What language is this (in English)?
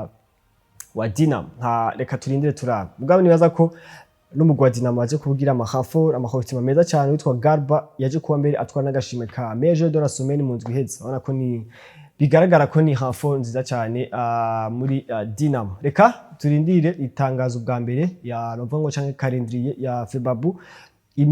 Rundi